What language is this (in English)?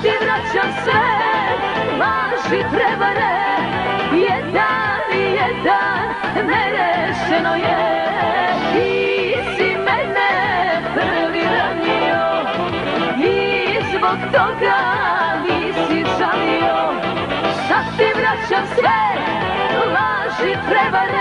Serbian